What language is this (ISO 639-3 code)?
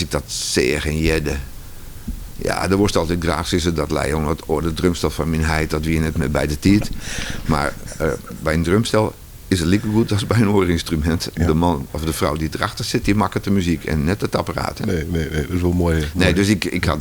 fry